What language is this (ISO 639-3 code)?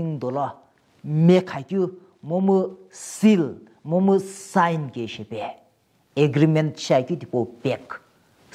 nsm